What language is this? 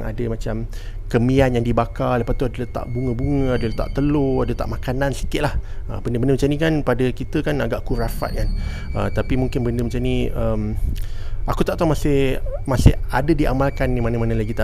Malay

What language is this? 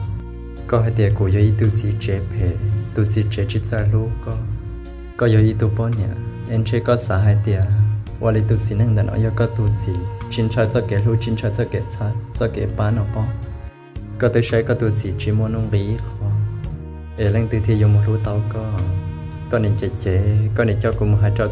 Hmong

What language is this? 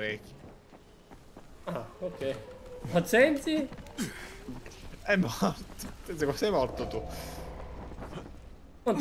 Italian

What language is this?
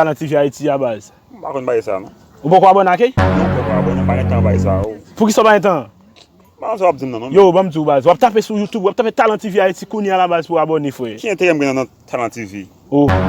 Haitian Creole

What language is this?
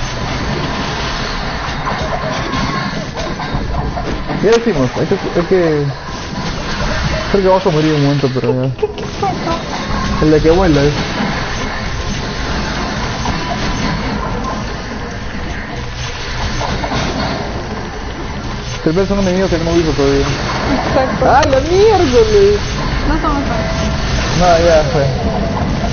Spanish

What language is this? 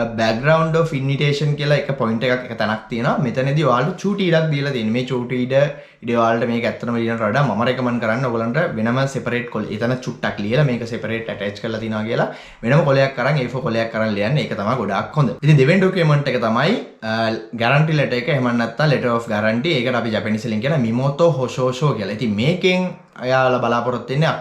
Sinhala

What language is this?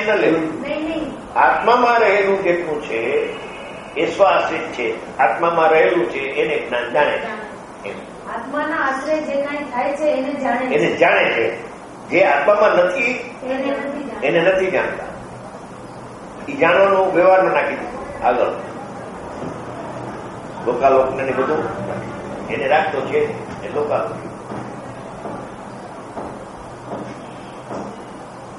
Gujarati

